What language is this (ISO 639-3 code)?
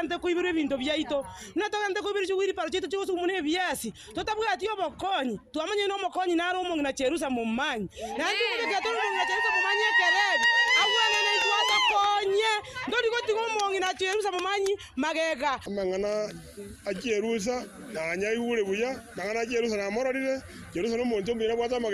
guz